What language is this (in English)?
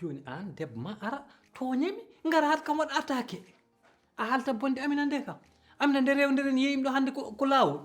Fula